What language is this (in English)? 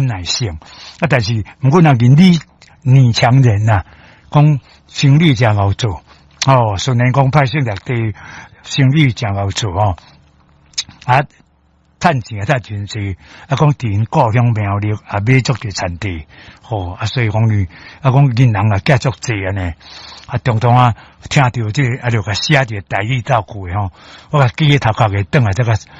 Min Nan Chinese